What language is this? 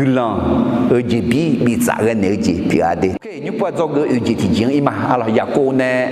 Akha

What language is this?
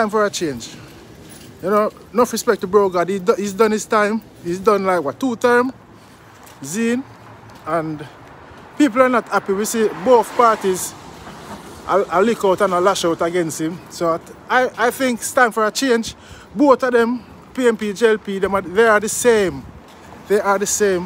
Jamaican Creole English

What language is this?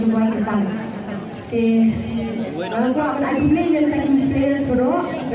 Khasi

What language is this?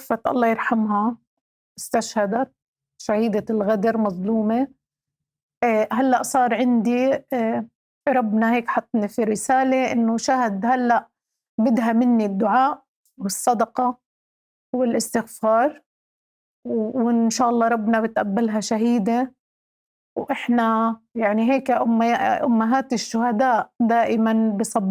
North Levantine Arabic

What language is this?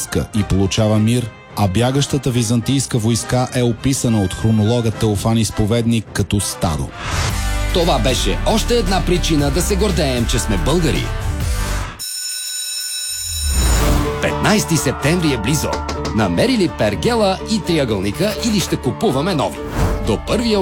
Bulgarian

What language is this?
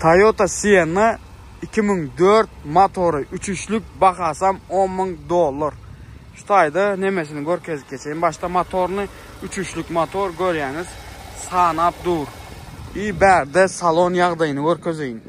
Turkmen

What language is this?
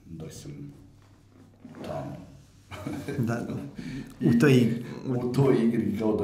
Serbian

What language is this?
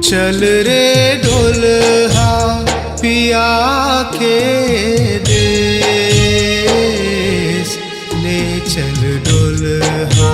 Chhattisgarhi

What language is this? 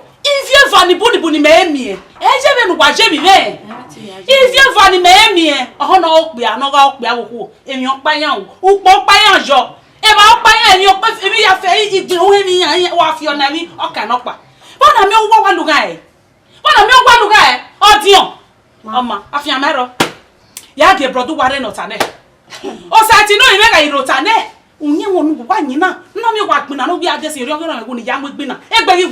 Bini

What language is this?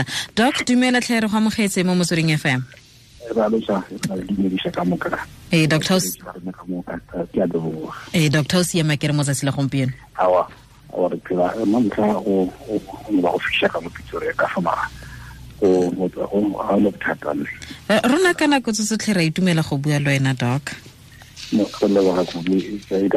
Tswana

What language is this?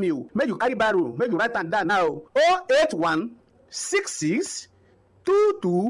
Nigerian Pidgin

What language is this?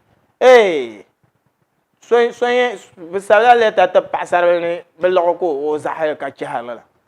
Dagbani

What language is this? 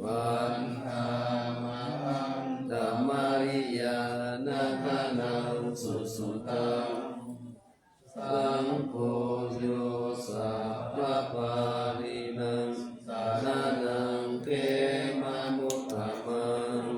Pali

